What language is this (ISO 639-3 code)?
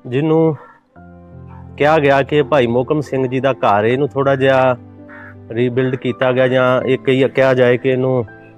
pan